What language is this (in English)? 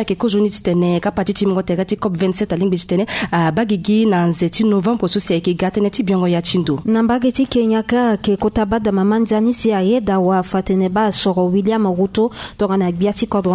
Sango